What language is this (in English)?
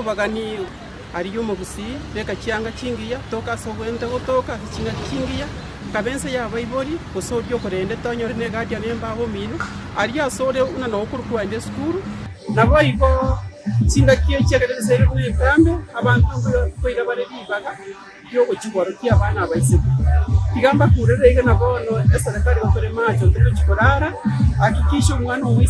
Gusii